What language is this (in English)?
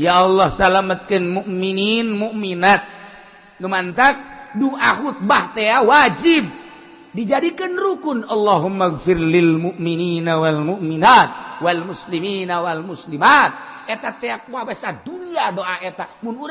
Sundanese